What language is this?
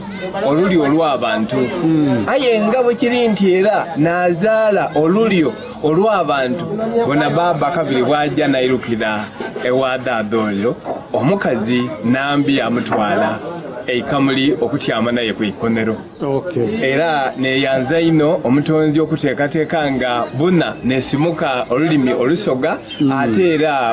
Soga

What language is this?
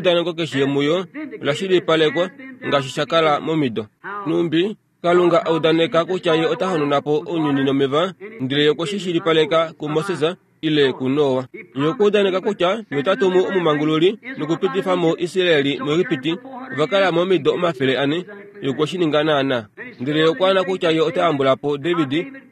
Kuanyama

